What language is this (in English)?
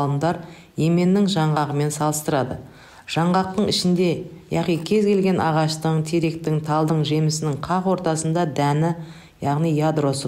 Kazakh